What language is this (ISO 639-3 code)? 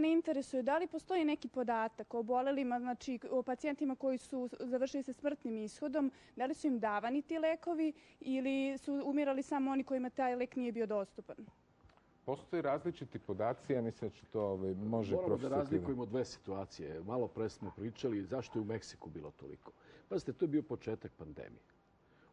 srp